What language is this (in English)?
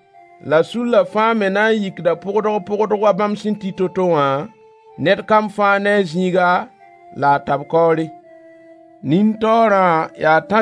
Mossi